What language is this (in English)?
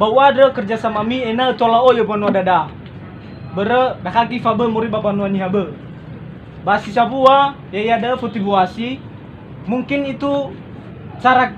Nias